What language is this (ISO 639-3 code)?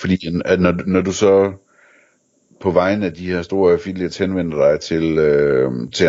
dan